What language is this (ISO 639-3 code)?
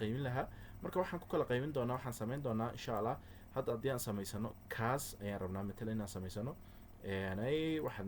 som